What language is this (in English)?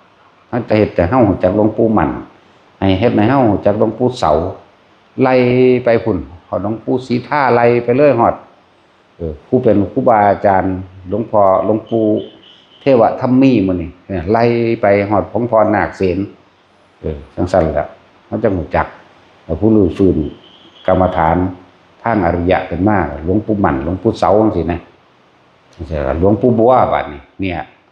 Northeastern Thai